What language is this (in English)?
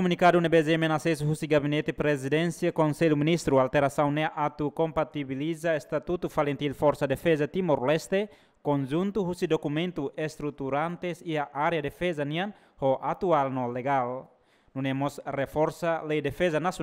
Tetum